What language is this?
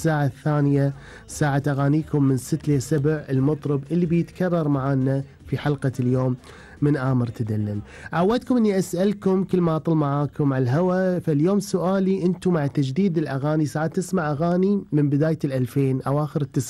Gulf Arabic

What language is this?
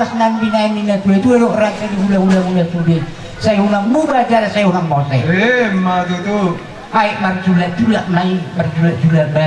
Batak Toba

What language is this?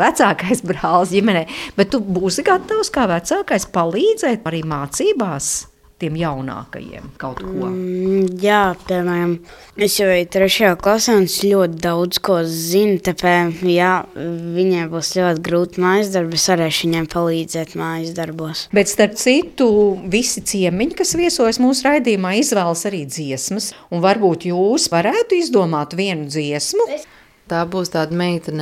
Latvian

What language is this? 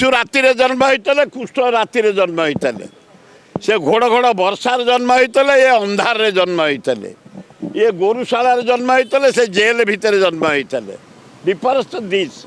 Odia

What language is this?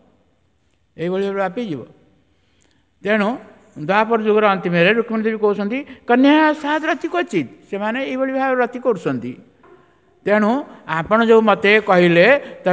Odia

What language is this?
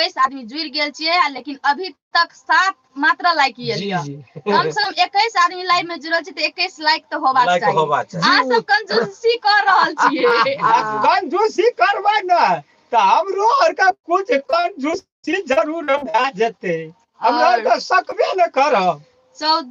Maithili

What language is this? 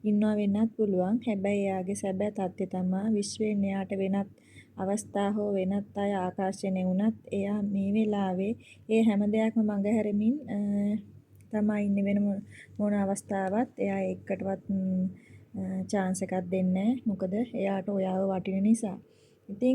Sinhala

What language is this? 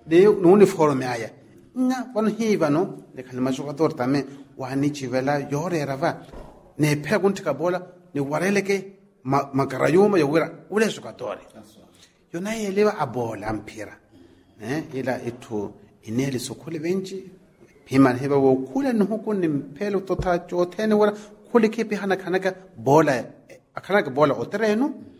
Swahili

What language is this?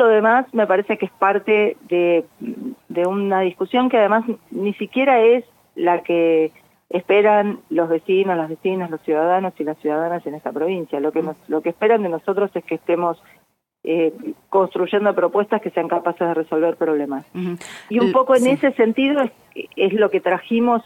Spanish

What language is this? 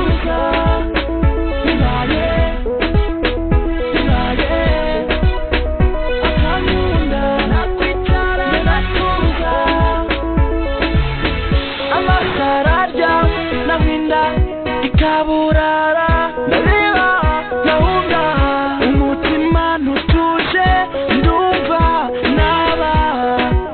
Kinyarwanda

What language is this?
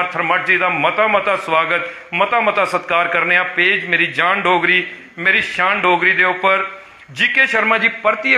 Dogri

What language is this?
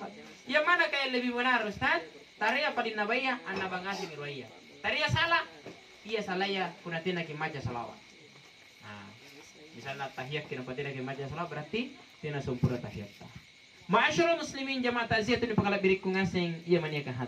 Makasar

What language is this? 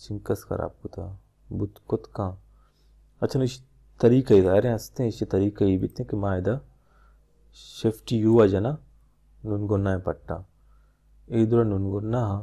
Baluchi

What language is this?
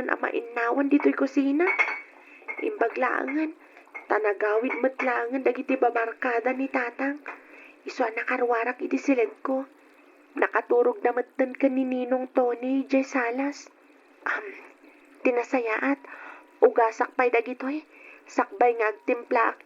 Iloko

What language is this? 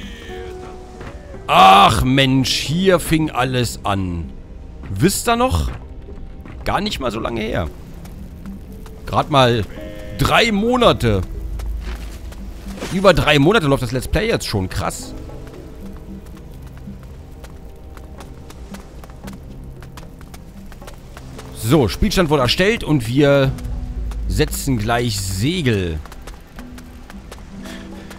German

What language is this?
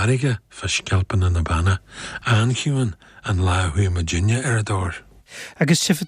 Irish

